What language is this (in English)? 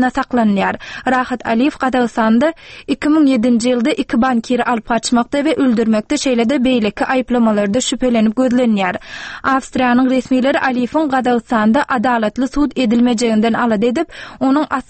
Turkmen